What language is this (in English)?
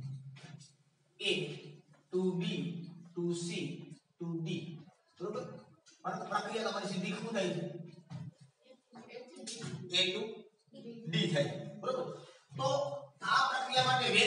Gujarati